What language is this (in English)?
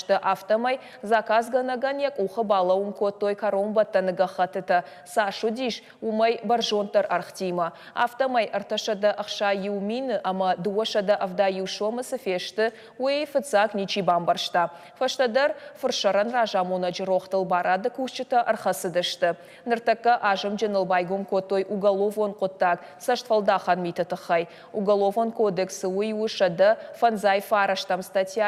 Ossetic